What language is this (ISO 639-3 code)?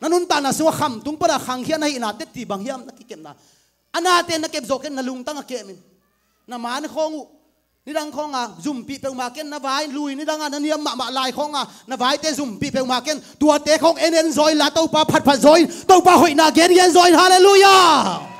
ctd